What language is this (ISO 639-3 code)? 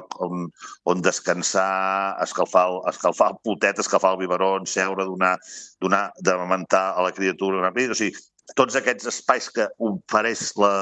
cat